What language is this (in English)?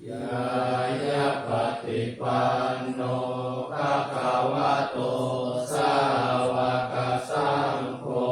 Pali